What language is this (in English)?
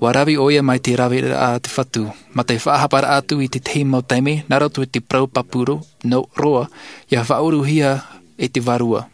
Tahitian